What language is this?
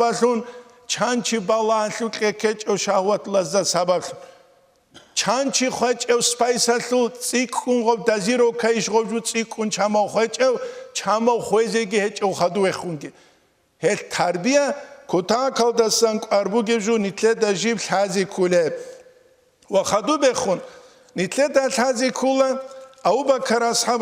Avaric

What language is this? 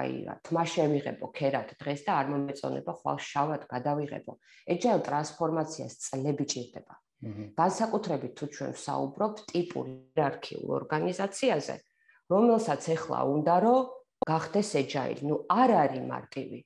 Georgian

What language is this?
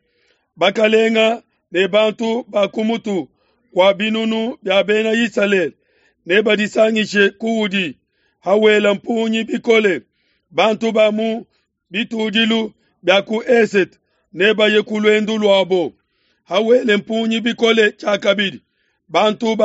Luba-Lulua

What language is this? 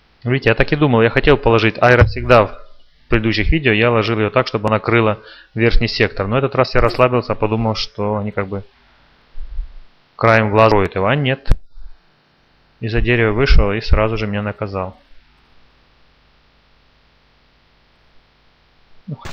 Russian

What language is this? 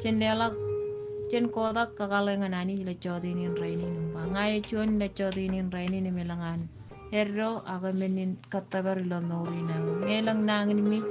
Marshallese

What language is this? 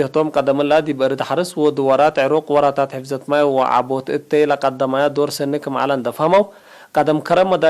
Tigre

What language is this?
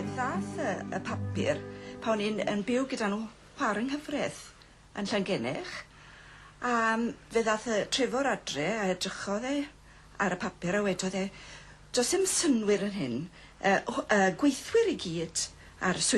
Welsh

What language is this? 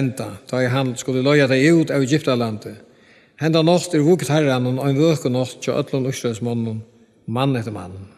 Faroese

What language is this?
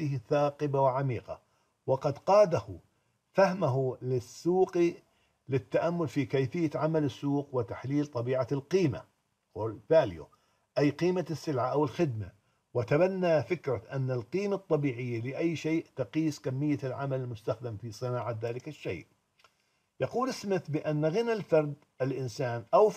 Arabic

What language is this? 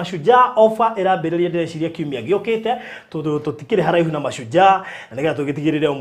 Kikuyu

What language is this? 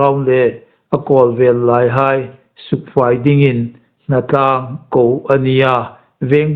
Hmar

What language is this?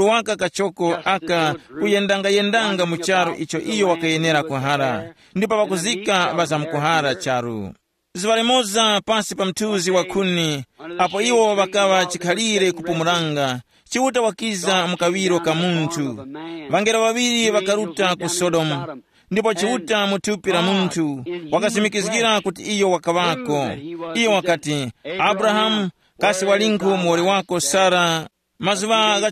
Tumbuka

